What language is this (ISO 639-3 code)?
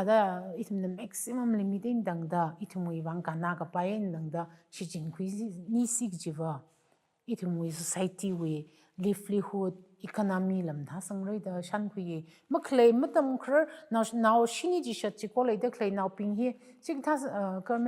nmf